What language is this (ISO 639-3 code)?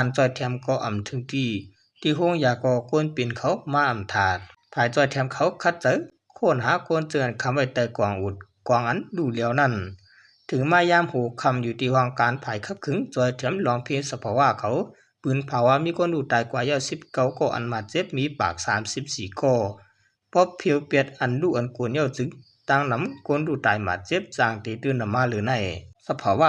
shn